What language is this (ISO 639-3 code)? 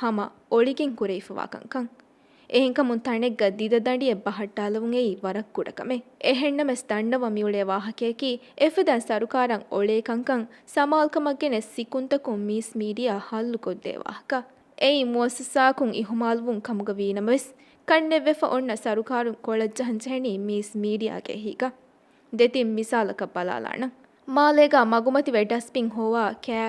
div